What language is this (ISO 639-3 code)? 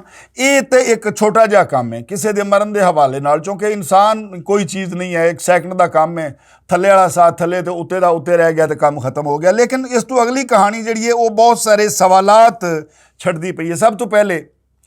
lah